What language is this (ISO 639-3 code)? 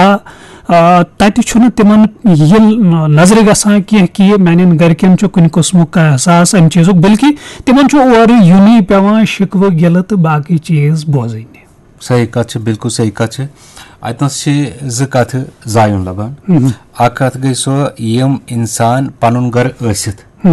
kas